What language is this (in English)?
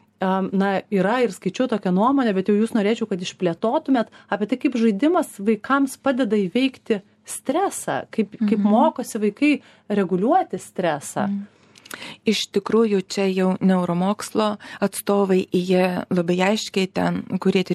Lithuanian